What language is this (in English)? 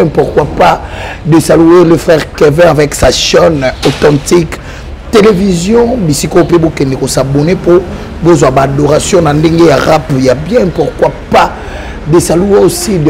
Lingala